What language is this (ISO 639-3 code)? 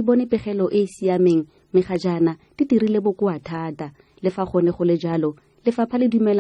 tsn